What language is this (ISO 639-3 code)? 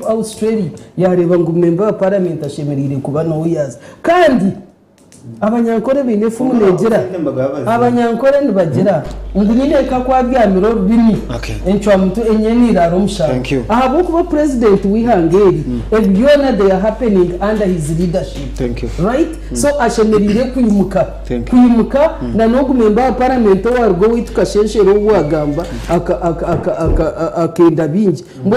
nyn